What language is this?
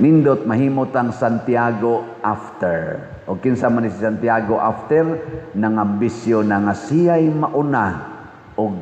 Cebuano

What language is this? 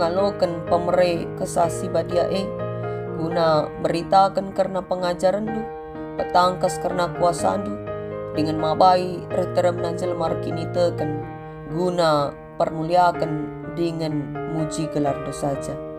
Batak Karo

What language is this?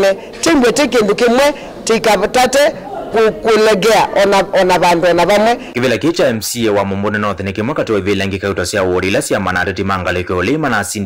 Kamba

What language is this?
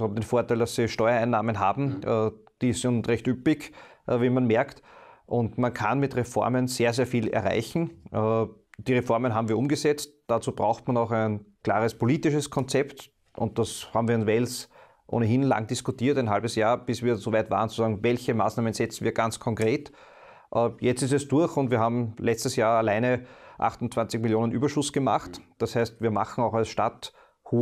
German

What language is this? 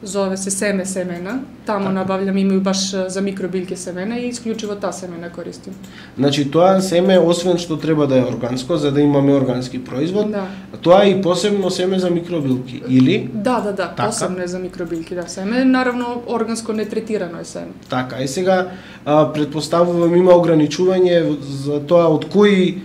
Macedonian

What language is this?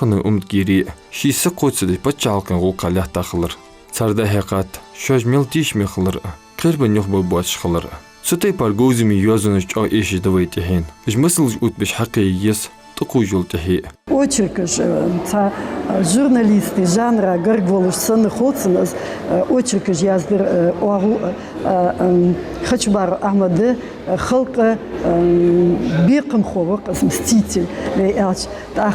Ingush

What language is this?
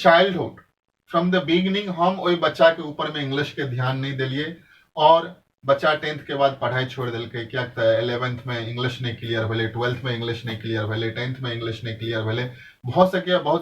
Maithili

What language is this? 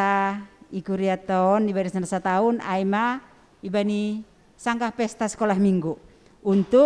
Batak Simalungun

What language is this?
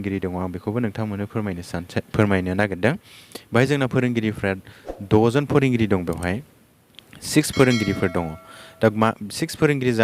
Bodo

